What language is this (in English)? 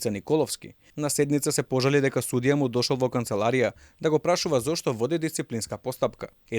Macedonian